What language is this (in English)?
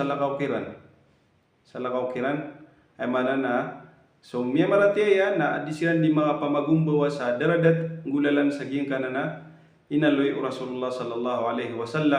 Maranao